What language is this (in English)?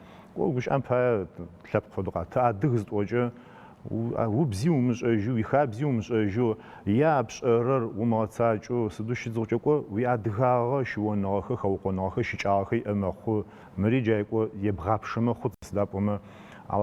Adyghe